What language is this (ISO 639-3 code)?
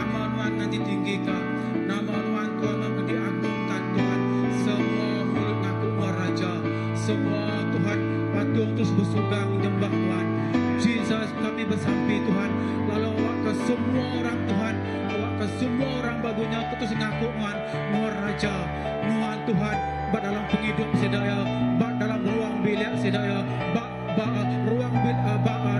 iba